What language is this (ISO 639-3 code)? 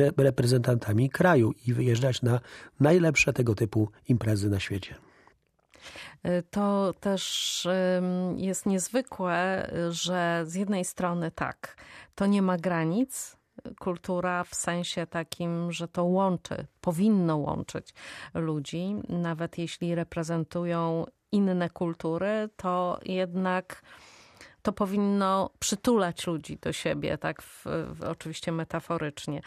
pol